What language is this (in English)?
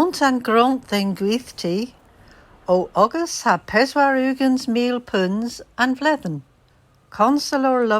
Cornish